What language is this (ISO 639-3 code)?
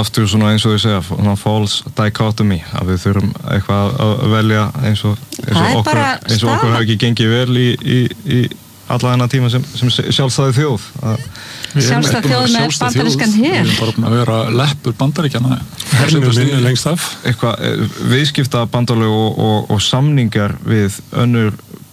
isl